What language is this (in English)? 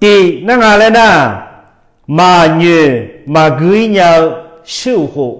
Akha